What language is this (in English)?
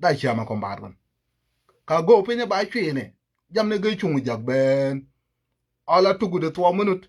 Nuer